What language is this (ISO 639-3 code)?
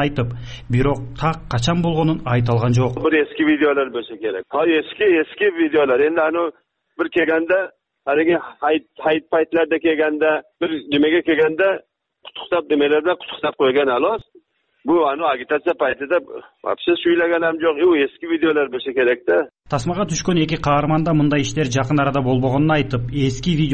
kir